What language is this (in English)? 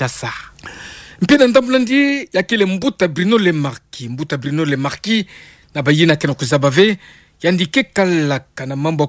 Kituba (Democratic Republic of Congo)